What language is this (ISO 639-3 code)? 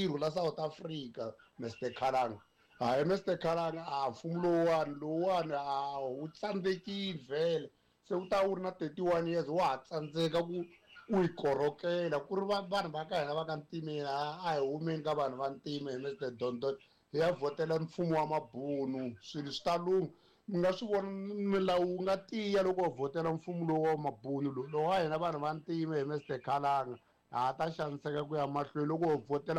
tso